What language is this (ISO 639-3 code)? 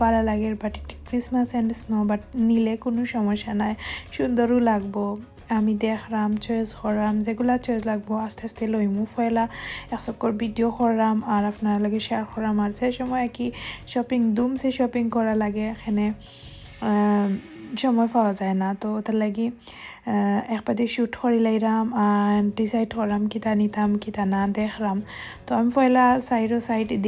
syl